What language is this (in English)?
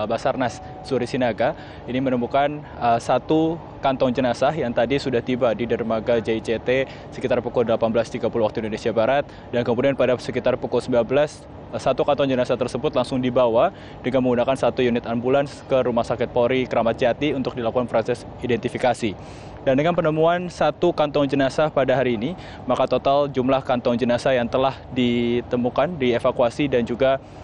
Indonesian